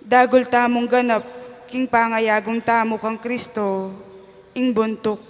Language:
Pampanga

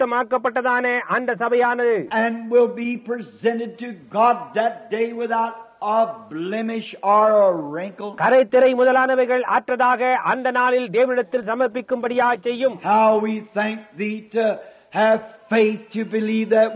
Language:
Tamil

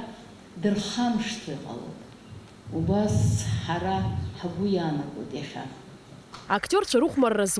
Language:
Abkhazian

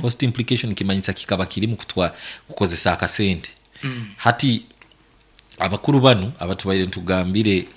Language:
Nyankole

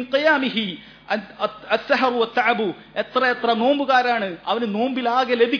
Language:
Malayalam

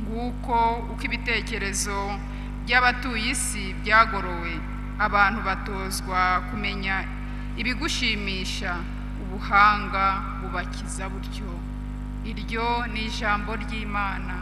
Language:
Kinyarwanda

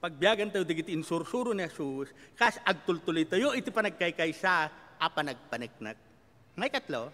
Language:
Iloko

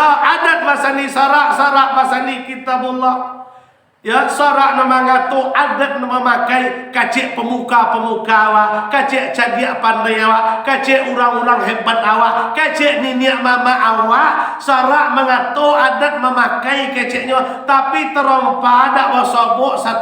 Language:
Minangkabau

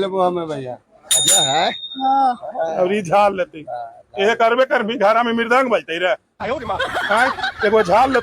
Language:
Magahi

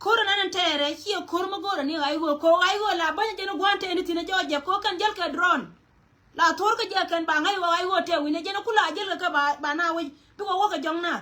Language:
Nuer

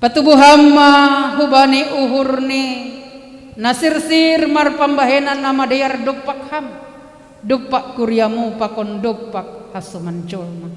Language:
Batak Simalungun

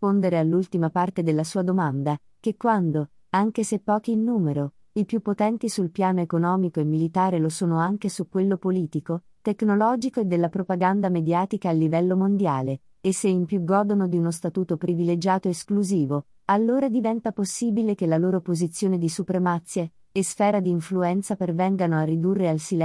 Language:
Italian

